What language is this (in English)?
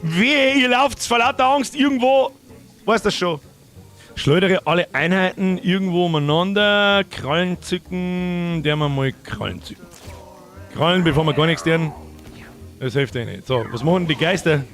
Bavarian